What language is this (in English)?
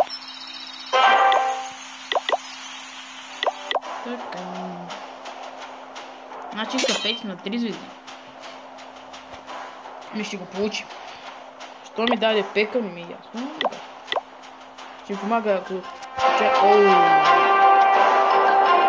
Bulgarian